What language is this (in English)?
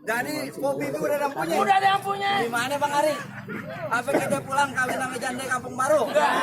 Betawi